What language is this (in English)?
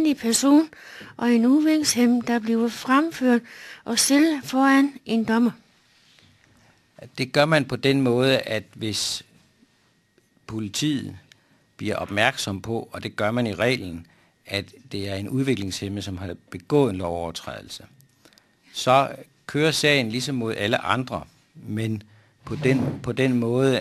Danish